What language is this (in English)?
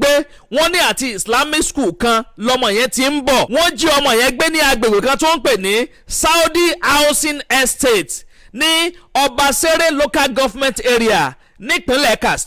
Yoruba